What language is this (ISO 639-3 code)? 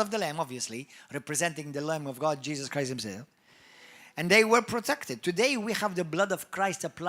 eng